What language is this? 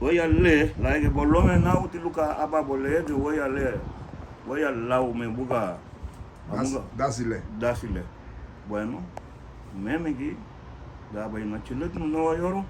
Garifuna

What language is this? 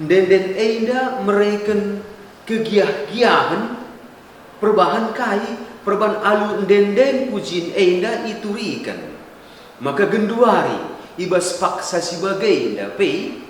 Batak Karo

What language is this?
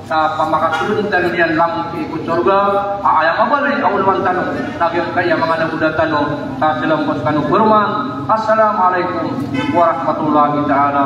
Maranao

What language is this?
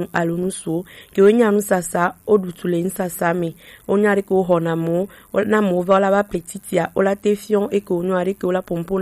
Gen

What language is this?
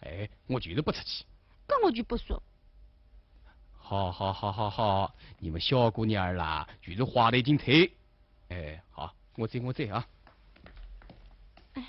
Wu Chinese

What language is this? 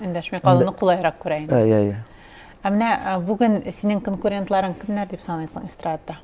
Tatar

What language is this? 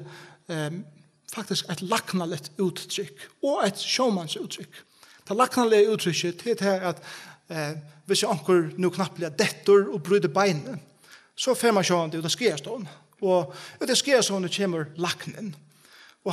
Faroese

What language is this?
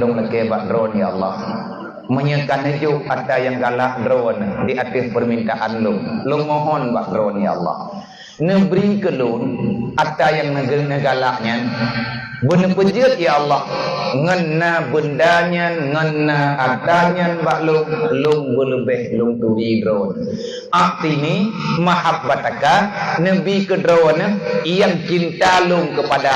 Achinese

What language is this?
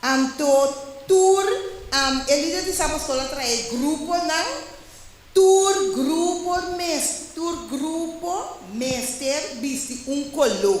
Papiamento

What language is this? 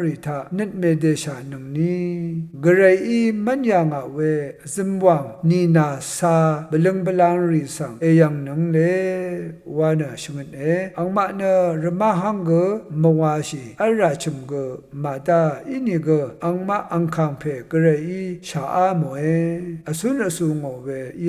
Rawang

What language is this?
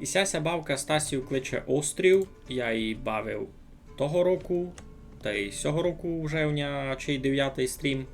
Rusyn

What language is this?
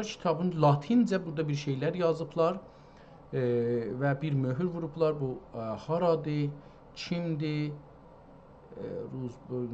South Azerbaijani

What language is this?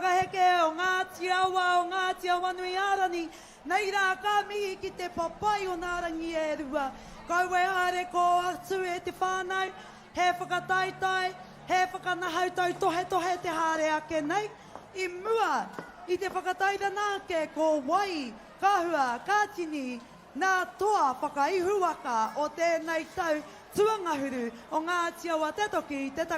Māori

